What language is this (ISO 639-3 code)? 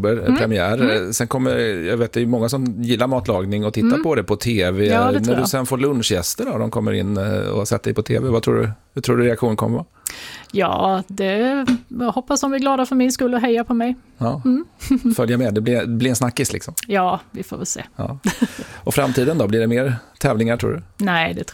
swe